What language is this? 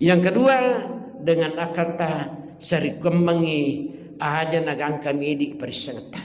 Buginese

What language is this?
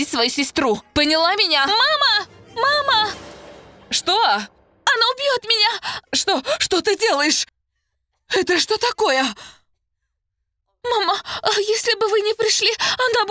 Russian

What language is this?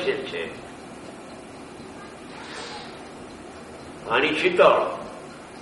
Gujarati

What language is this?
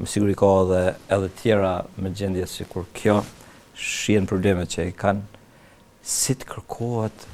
Albanian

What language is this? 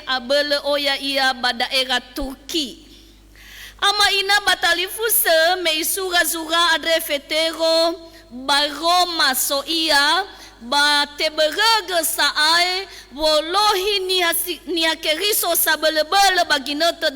Nias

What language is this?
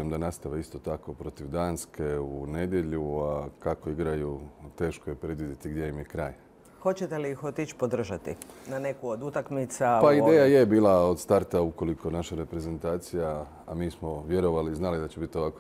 Croatian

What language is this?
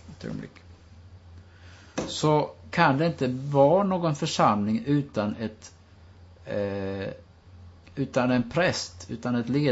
Swedish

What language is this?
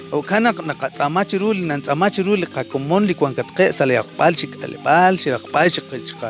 Kekchí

